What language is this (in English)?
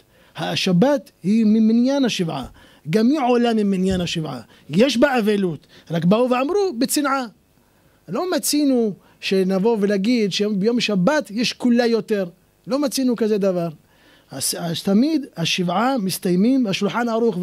Hebrew